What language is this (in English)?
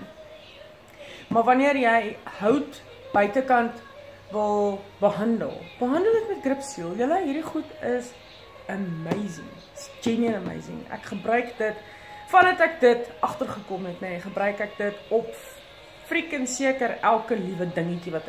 Afrikaans